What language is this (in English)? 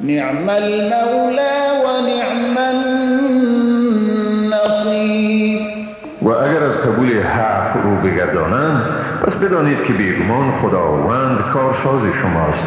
Persian